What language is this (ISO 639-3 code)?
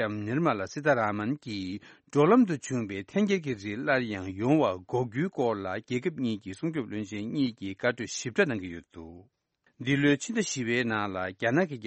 bod